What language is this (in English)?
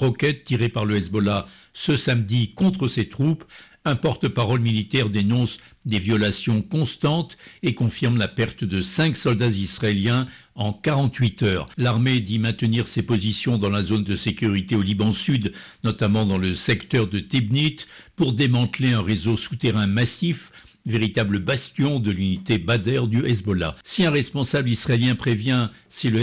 French